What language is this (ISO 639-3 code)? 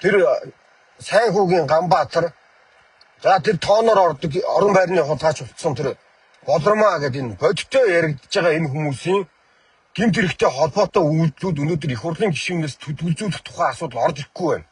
mon